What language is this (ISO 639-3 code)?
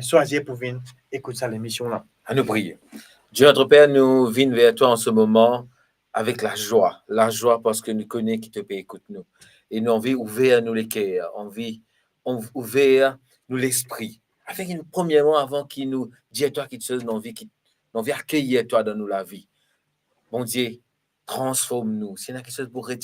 mfe